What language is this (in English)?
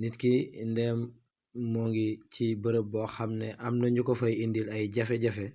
Wolof